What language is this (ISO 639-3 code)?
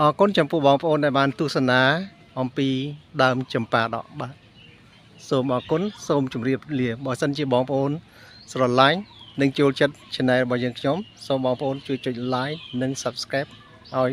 khm